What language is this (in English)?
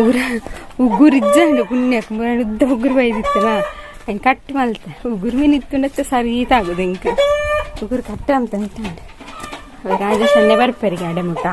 Tulu